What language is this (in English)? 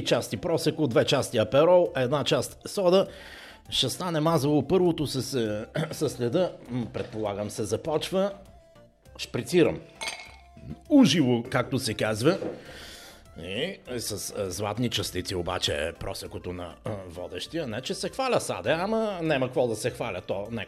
Bulgarian